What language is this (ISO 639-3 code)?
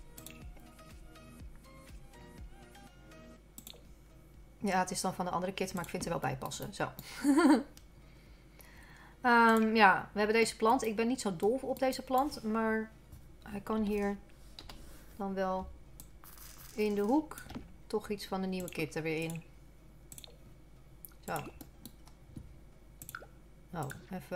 nld